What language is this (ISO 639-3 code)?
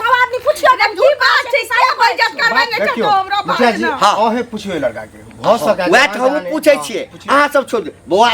mai